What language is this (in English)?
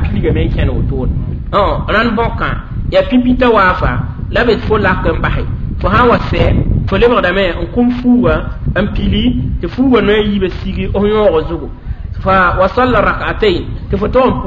Mossi